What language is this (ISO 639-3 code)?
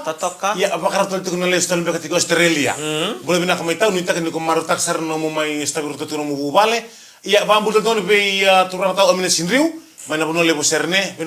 fij